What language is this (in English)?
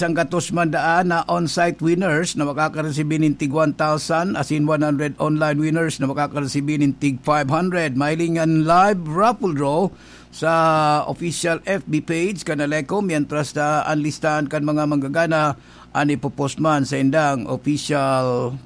Bikol